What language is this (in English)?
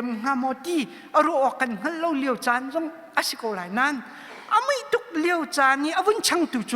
Hakha Chin